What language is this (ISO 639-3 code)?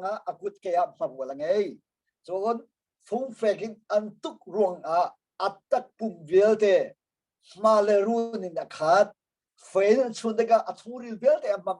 cnh